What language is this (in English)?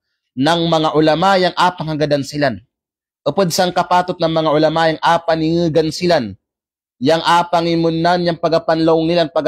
Kalagan